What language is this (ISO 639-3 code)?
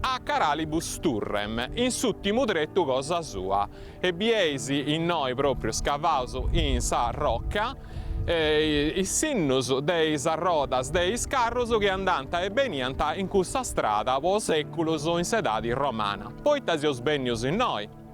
srd